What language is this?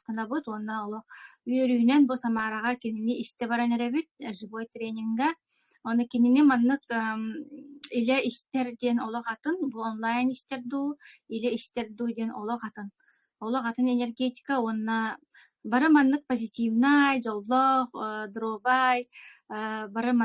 Yakut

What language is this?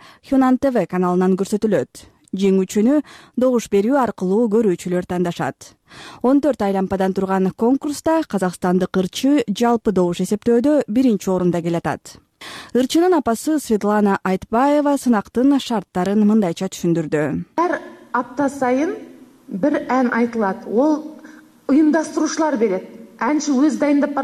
Kyrgyz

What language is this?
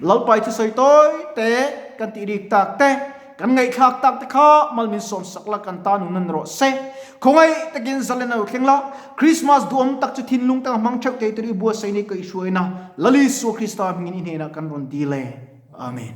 Mizo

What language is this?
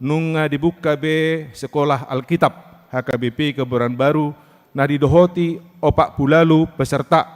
Batak Toba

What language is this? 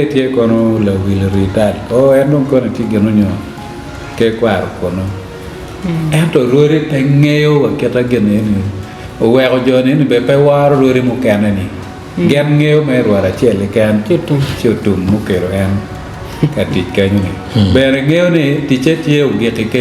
Acoli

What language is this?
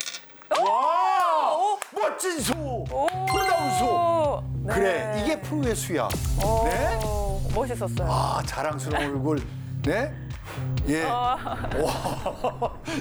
Korean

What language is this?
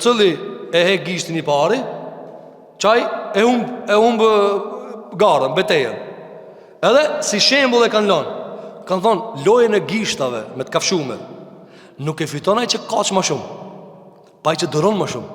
Albanian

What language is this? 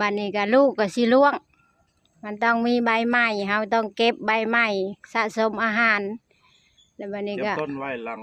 Lao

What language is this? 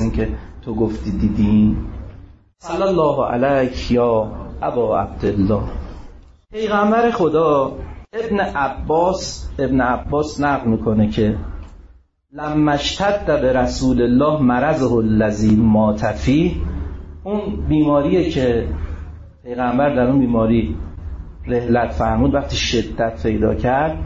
Persian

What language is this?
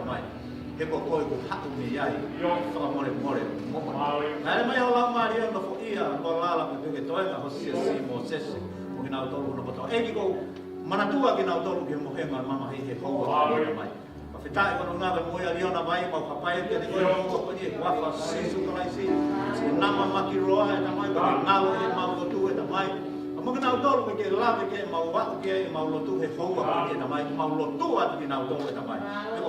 Tongan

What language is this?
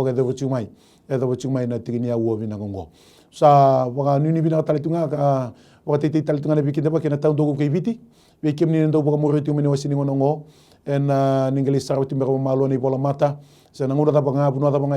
Fijian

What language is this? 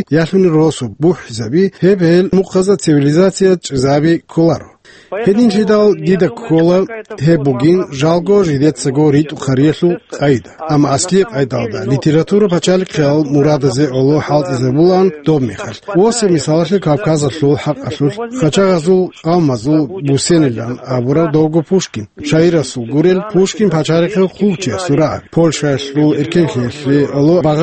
Avaric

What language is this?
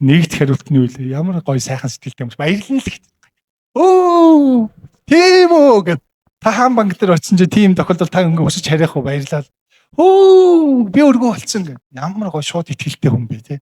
Mongolian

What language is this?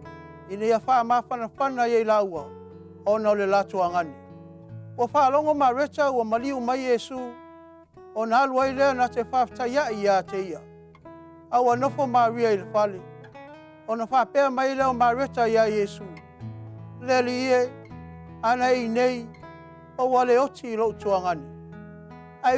Samoan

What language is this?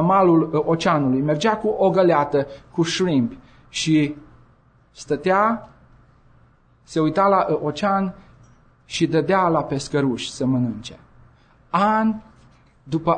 Romanian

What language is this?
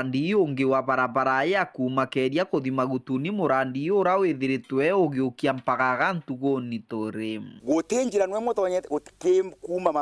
Meru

